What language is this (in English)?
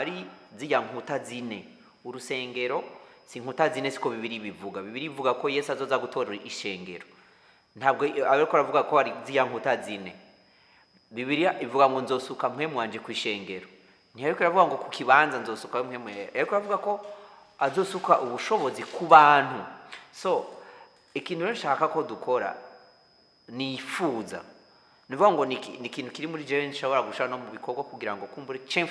Rundi